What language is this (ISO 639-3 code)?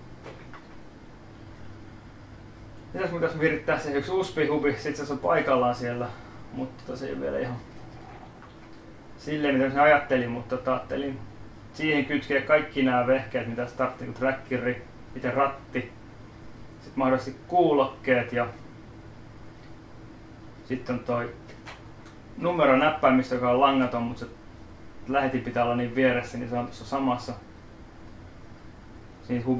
fin